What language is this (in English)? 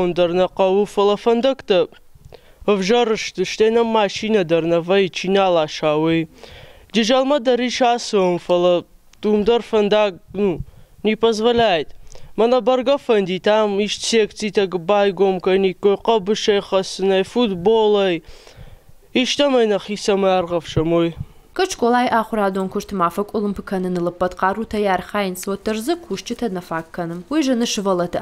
Ossetic